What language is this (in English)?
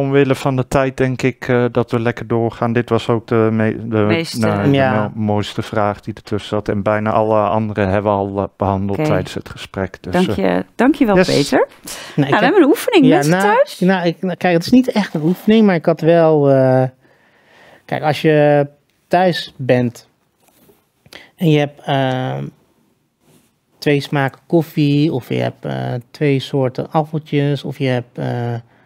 Dutch